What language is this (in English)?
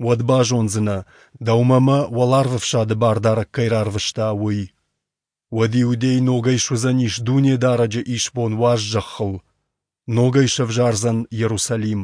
Ossetic